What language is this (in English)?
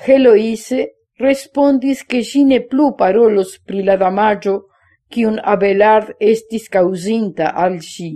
Esperanto